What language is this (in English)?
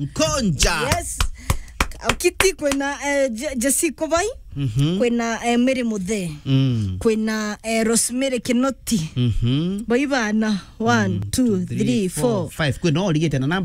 Meru